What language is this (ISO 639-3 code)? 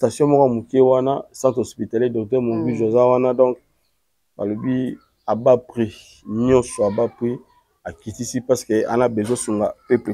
lin